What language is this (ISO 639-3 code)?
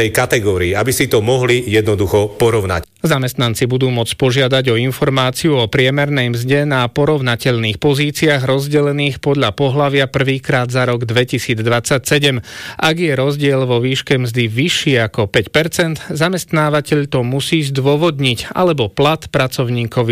slk